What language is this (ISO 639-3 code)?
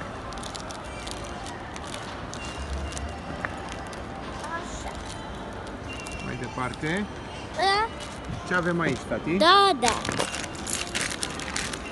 ron